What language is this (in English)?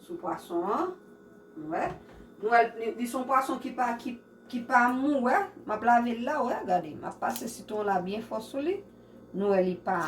Haitian Creole